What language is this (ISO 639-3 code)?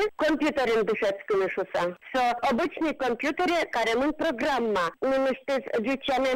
udm